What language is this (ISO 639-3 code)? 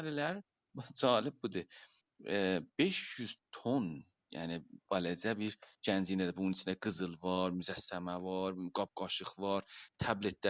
azb